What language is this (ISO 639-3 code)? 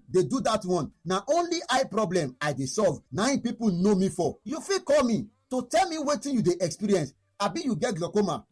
pcm